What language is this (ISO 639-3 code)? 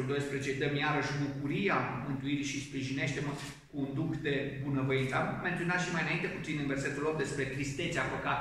ron